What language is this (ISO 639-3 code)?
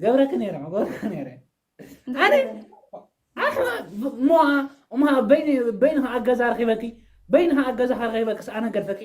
tir